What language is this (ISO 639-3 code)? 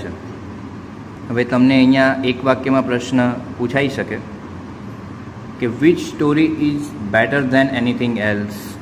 guj